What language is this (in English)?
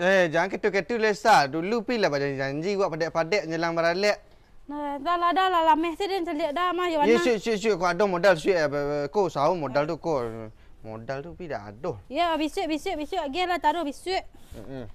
Minangkabau